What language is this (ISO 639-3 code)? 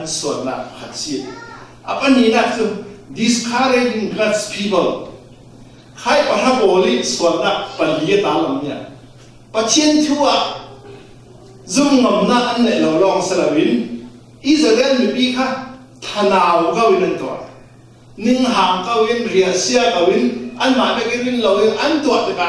cfm